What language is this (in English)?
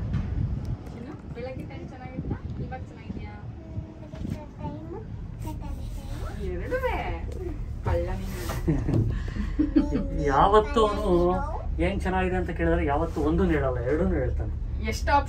Kannada